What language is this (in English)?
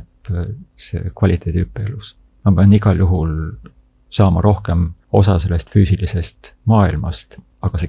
Estonian